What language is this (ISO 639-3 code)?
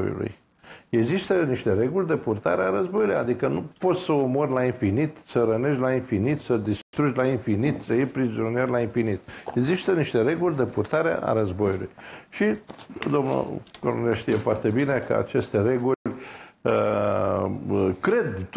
ron